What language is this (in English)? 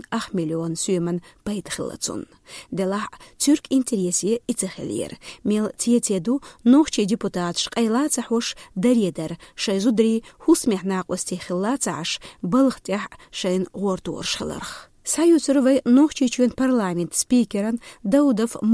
Chechen